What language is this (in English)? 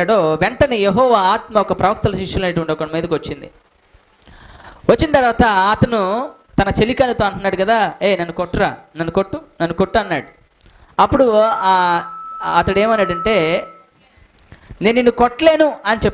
Telugu